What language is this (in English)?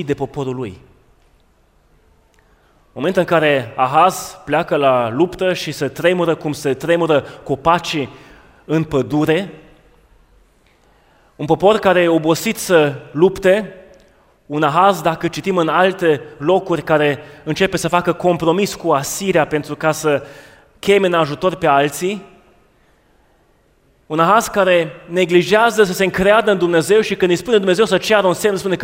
Romanian